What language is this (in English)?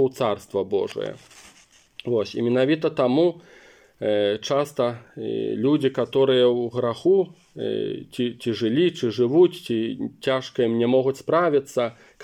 Belarusian